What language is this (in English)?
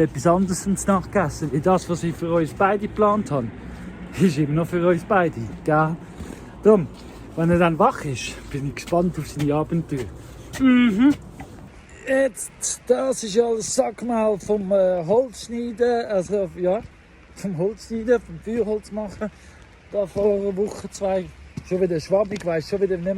Swiss German